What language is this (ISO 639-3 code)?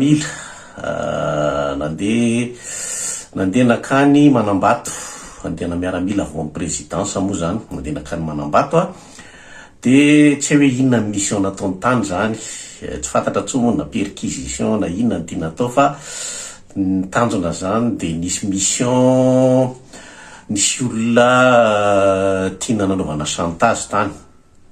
mlg